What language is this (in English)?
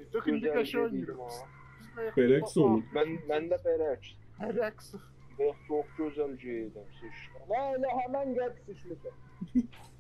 South Azerbaijani